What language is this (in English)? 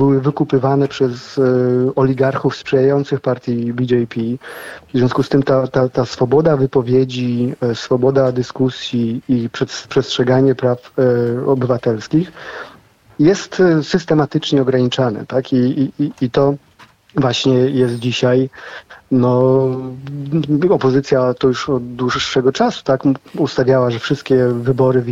Polish